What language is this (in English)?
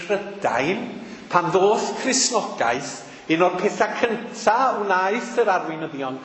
Welsh